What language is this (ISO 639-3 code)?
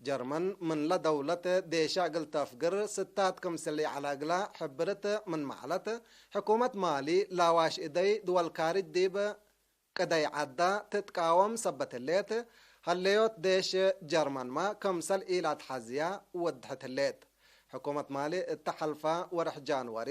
tig